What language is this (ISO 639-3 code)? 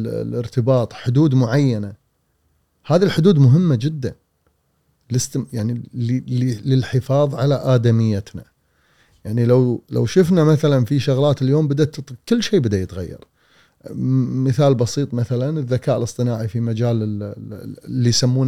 afb